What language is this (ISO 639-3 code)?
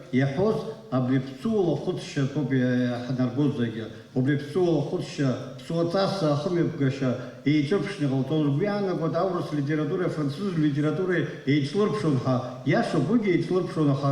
abk